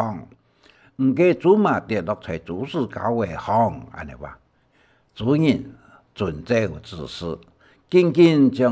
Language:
Hakka Chinese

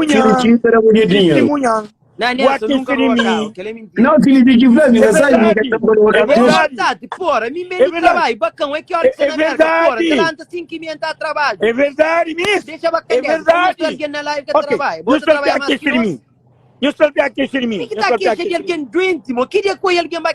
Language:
Kabuverdianu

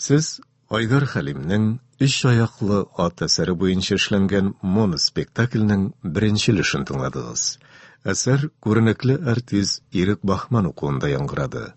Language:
Tatar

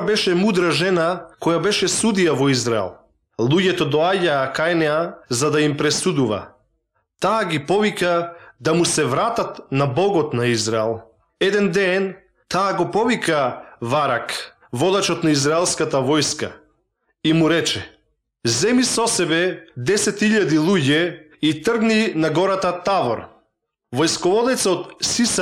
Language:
Macedonian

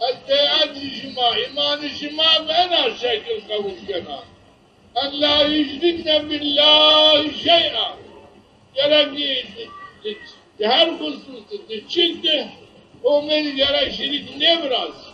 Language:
Zaza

